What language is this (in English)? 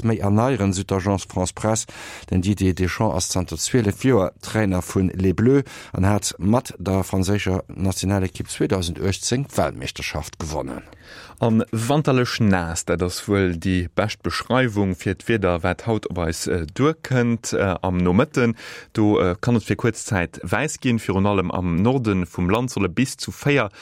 Luxembourgish